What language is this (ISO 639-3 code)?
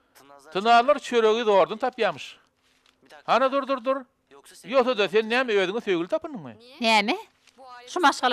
tuk